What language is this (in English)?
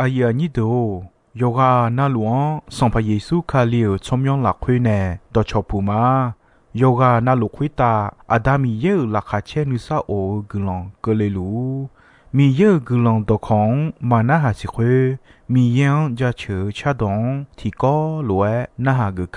Akha